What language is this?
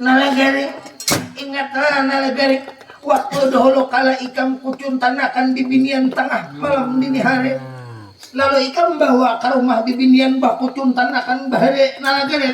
Banjar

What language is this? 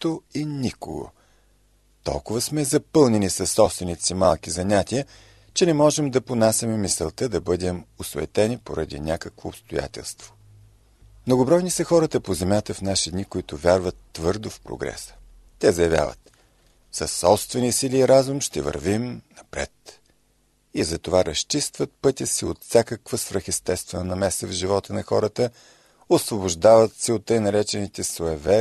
Bulgarian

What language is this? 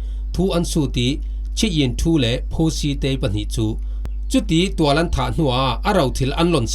Falam Chin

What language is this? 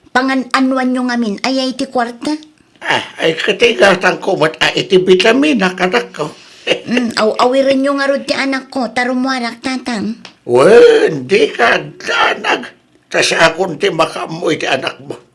Iloko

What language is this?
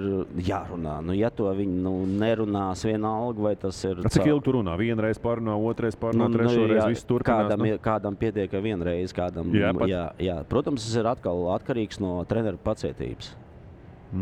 Latvian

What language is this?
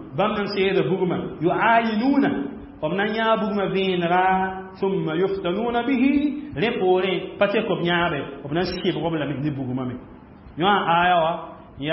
Mossi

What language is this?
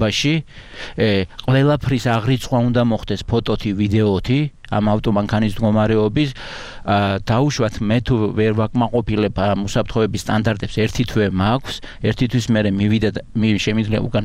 Georgian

